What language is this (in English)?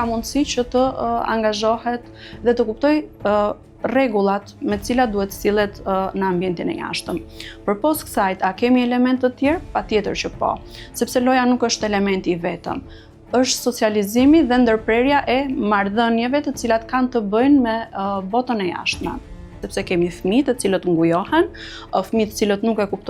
Albanian